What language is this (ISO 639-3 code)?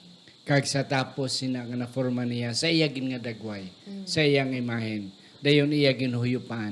hil